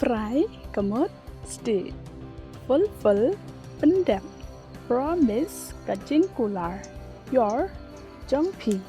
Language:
Khasi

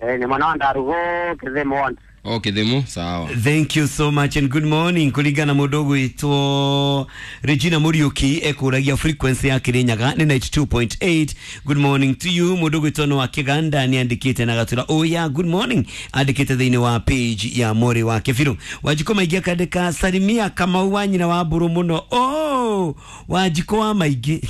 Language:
Kikuyu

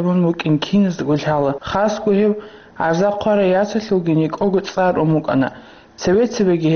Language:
Avaric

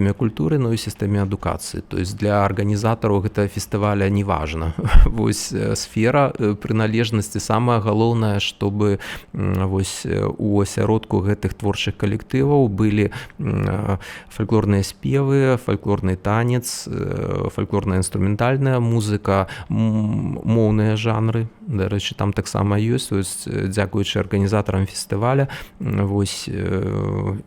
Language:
Belarusian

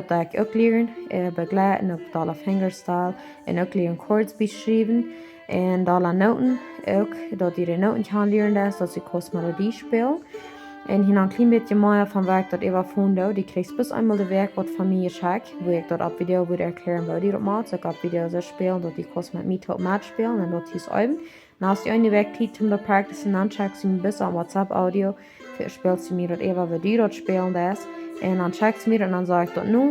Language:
Plautdietsch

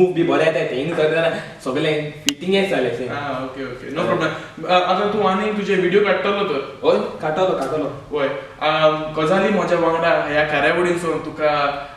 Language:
Konkani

